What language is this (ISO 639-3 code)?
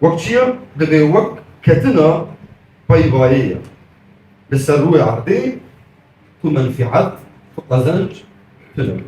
kur